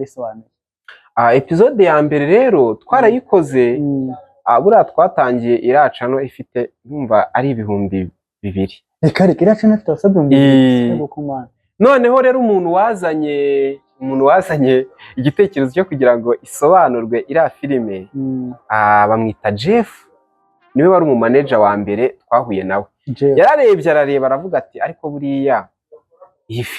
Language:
Kinyarwanda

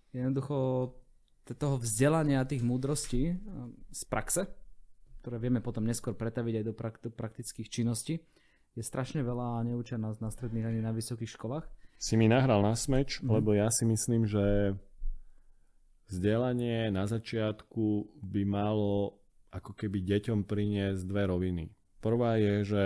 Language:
Slovak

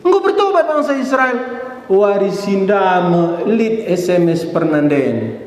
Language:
Batak Karo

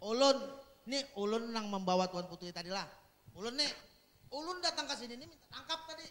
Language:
Banjar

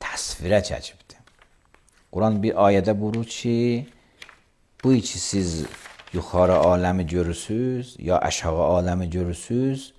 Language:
Azerbaijani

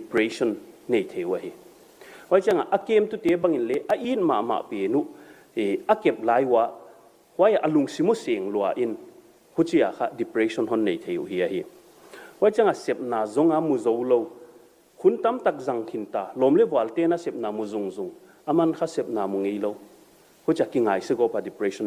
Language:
Paite Chin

